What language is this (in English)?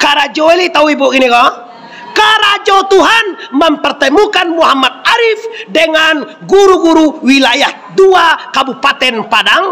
Minangkabau